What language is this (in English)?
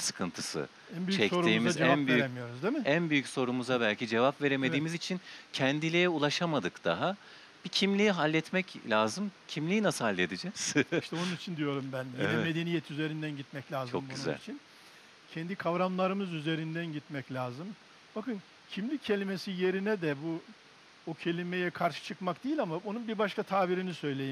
Turkish